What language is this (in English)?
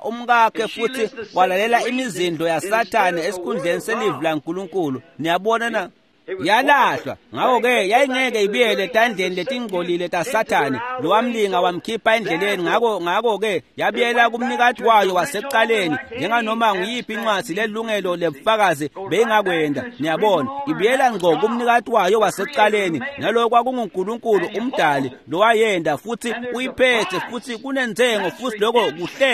Swati